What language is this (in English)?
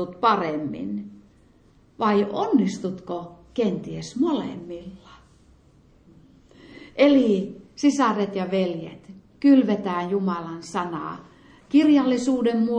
Finnish